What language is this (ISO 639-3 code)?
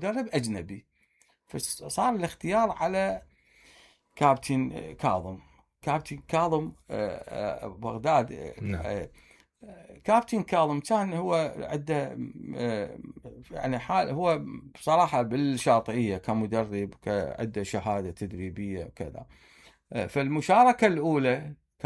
acm